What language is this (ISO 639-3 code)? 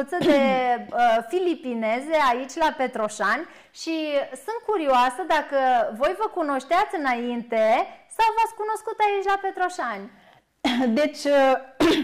ron